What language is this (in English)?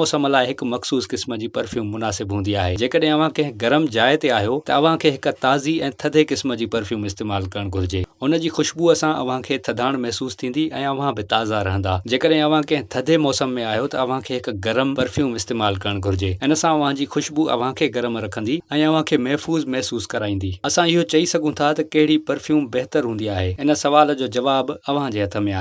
Sindhi